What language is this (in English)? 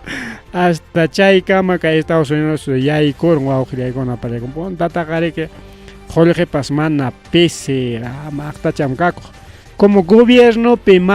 Ayacucho Quechua